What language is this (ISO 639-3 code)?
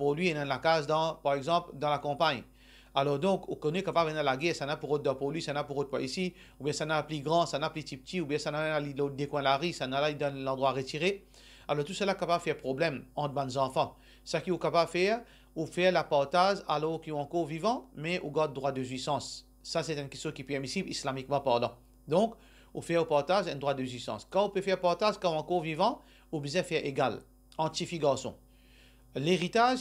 mfe